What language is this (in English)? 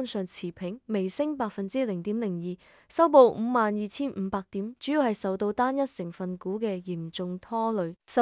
Cantonese